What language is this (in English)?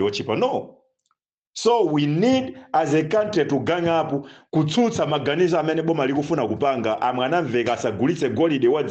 Nyanja